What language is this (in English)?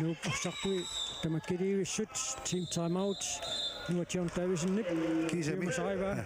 Kalaallisut